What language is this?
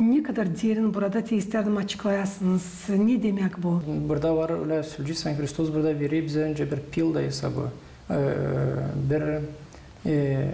Gagauz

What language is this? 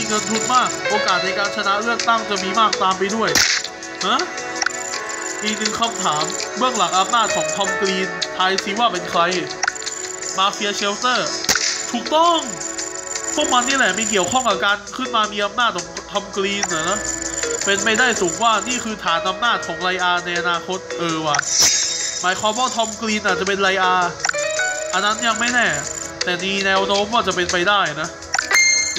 Thai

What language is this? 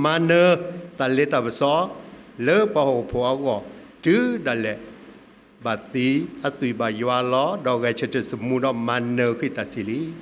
S'gaw Karen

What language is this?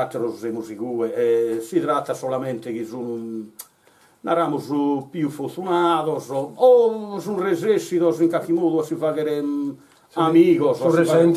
Sardinian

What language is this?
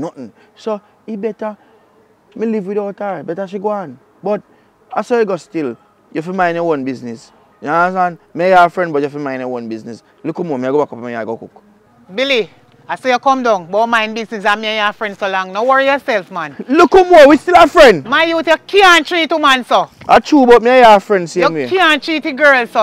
Jamaican Creole English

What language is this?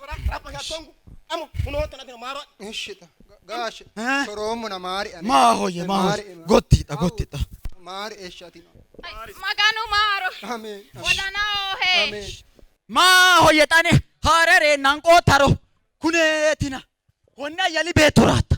Sidamo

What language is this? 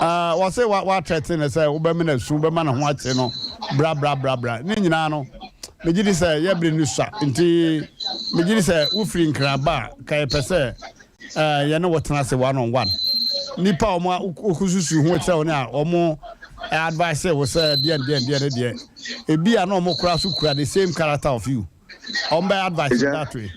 Akan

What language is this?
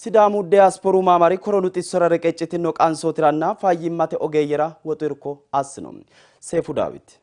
Sidamo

